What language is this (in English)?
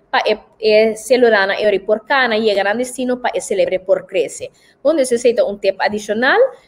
Papiamento